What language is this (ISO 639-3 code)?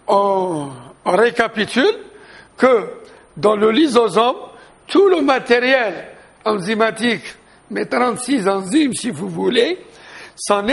fra